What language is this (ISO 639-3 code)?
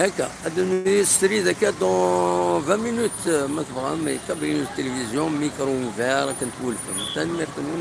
kab